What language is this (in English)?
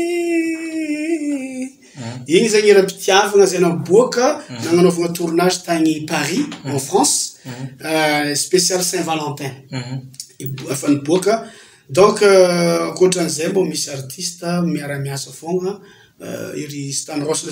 Malagasy